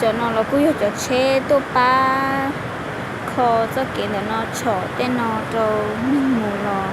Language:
Hmong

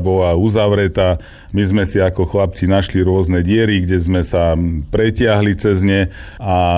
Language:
Slovak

